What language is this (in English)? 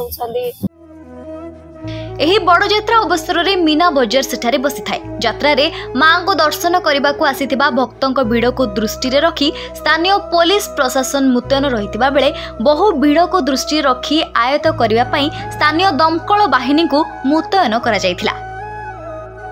Odia